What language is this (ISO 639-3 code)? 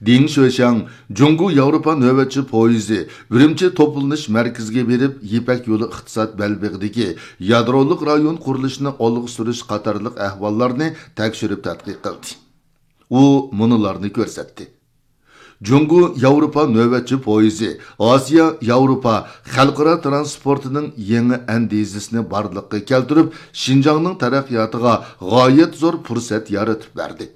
uig